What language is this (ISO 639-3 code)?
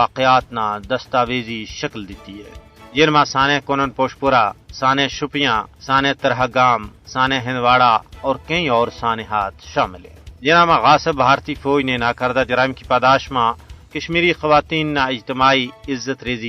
gju